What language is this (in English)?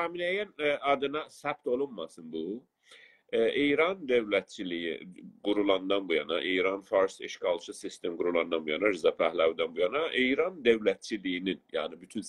South Azerbaijani